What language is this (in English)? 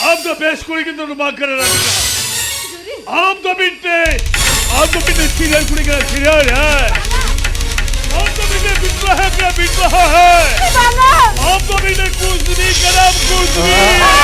Santali